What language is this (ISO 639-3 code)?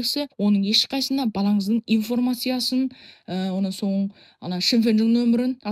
kaz